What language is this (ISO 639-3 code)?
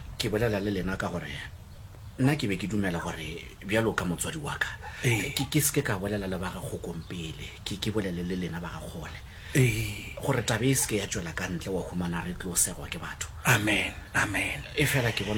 nso